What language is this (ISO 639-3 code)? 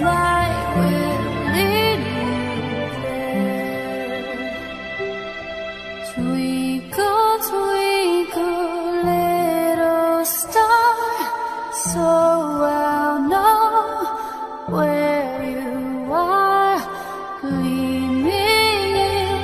eng